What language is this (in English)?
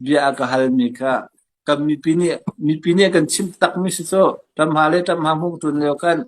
Hakha Chin